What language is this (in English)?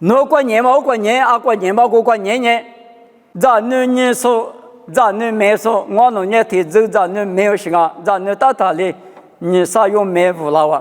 Lisu